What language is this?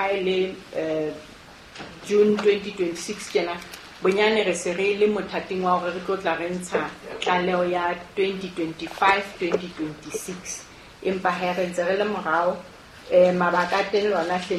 Southern Sotho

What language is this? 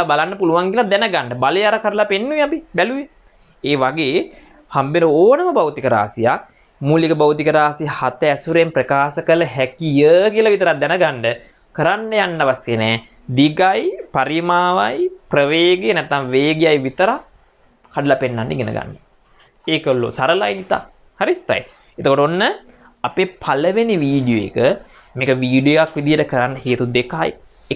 Sinhala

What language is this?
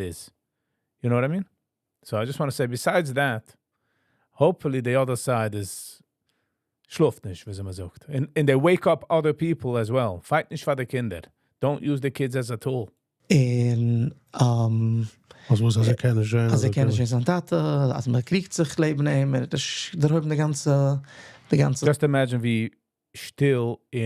Yiddish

